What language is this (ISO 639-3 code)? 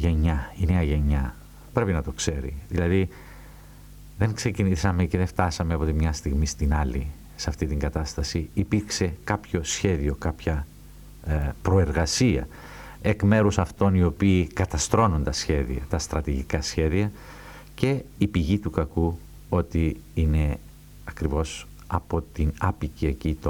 ell